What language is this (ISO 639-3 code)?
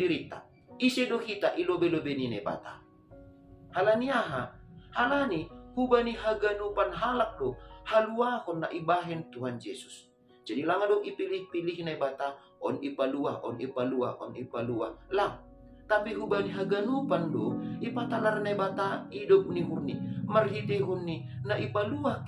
bts